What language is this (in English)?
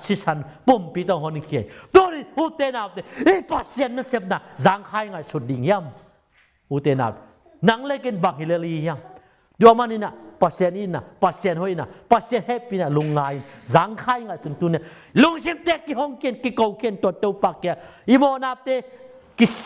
Tedim Chin